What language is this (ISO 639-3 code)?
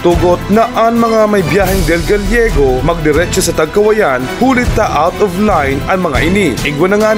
bik